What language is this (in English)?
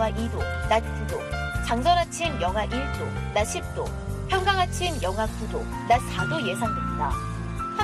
Korean